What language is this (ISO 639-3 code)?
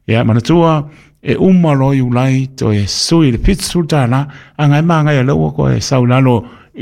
smo